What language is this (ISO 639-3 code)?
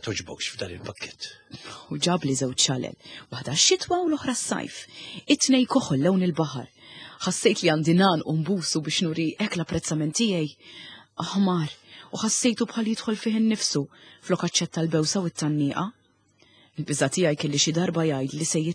mlt